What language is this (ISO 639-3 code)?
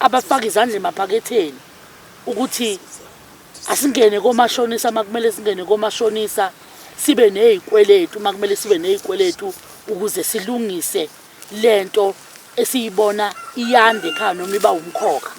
zul